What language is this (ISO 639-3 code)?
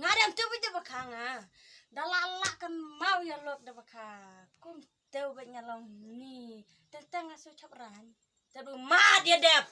kha